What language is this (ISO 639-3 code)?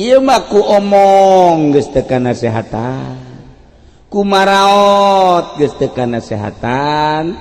sun